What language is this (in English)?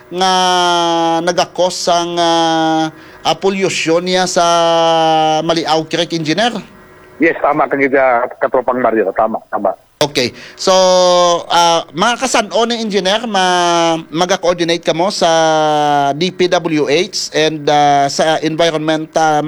Hiligaynon